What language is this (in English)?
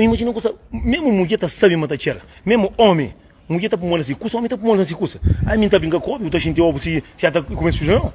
Kabuverdianu